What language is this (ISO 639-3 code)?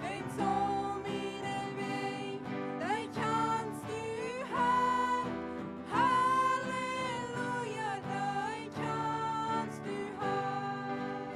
pdt